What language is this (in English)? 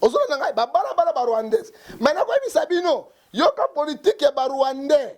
Lingala